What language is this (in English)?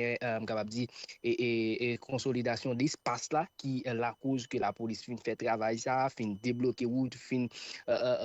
Haitian Creole